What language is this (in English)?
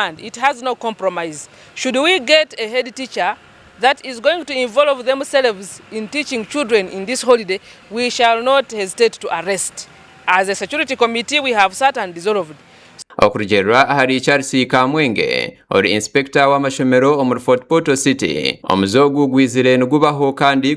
Nyankole